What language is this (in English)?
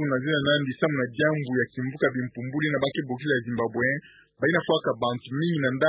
Kituba (Democratic Republic of Congo)